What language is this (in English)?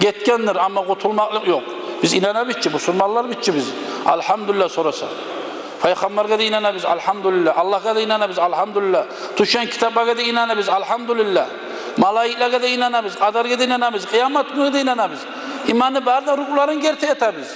Kumyk